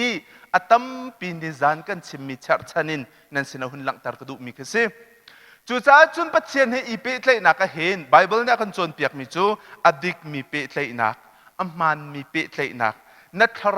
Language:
Hakha Chin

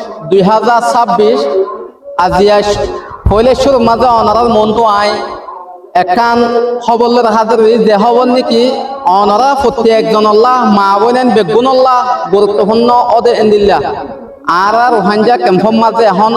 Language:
Rohingya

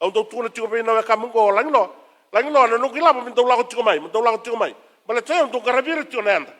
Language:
Fijian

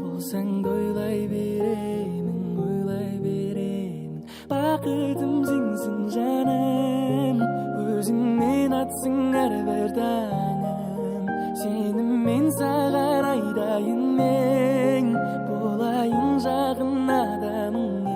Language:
Kara-Kalpak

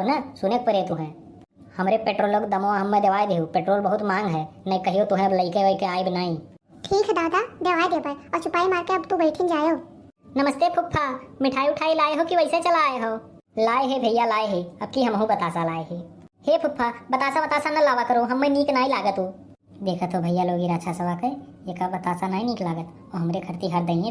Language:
Awadhi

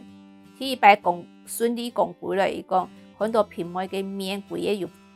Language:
Hakka Chinese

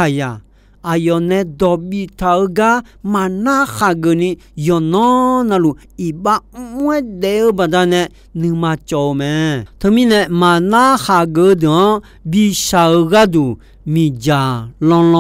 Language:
Akha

